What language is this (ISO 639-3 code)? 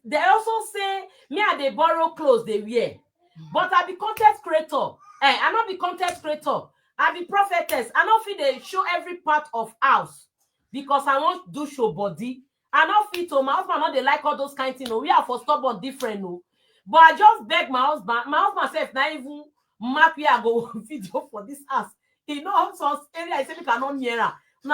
pcm